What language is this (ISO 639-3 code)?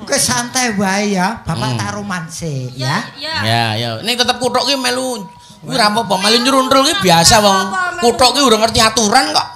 jav